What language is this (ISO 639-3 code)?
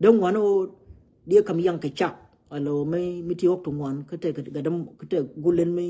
nus